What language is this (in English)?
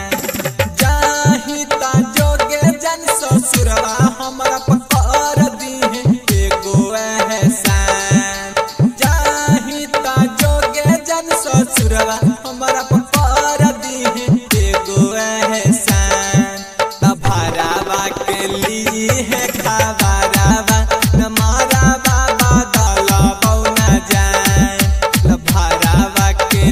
Bhojpuri